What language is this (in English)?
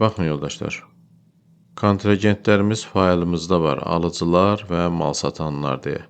Azerbaijani